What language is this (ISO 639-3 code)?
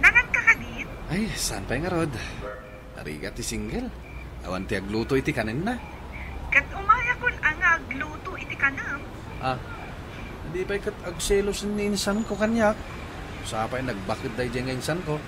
ilo